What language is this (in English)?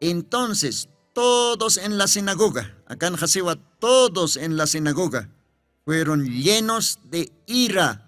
Aymara